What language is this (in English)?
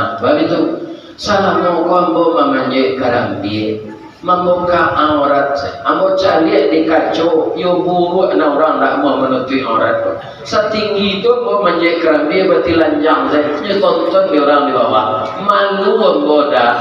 Minangkabau